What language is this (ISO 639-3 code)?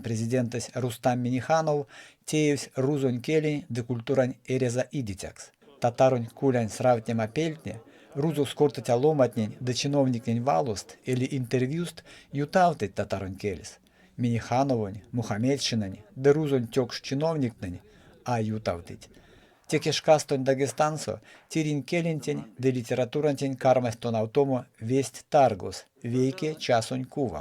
myv